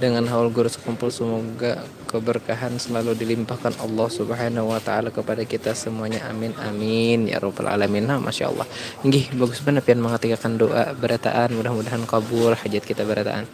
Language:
Banjar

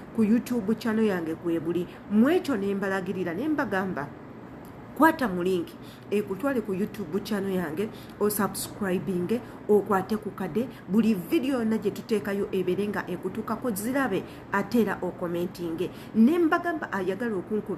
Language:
Ganda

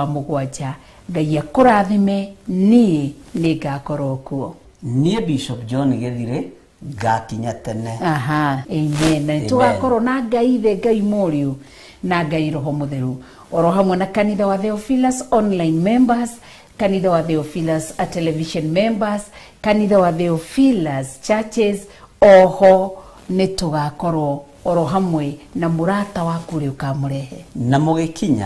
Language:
Kikuyu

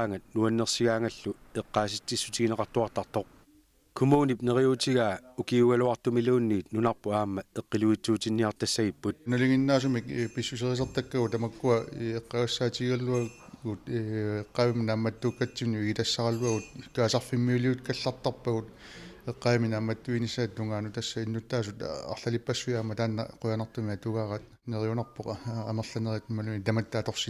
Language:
Kalaallisut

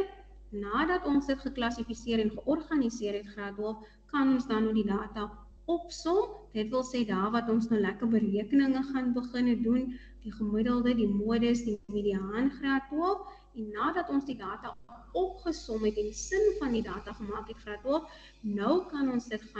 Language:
Afrikaans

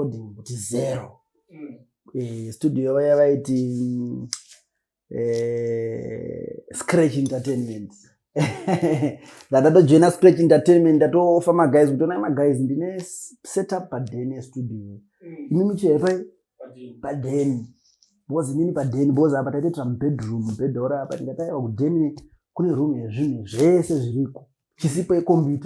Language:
Shona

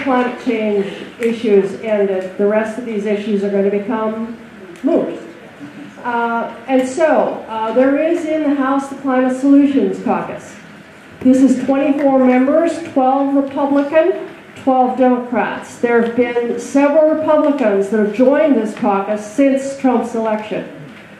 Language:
English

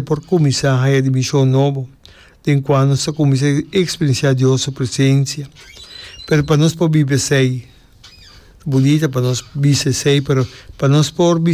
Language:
Papiamento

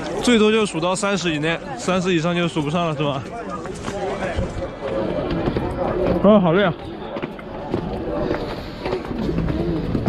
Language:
Chinese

